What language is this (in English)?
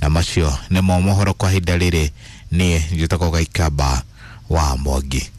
Kikuyu